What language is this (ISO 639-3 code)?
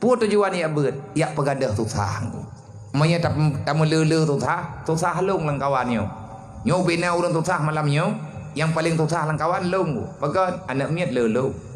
ace